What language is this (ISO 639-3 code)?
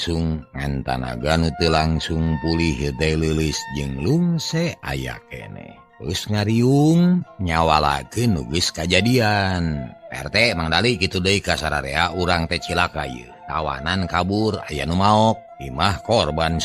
sun